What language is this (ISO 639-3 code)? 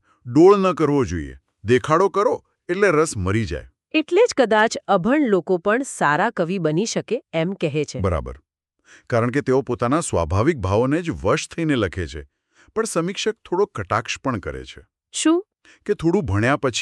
guj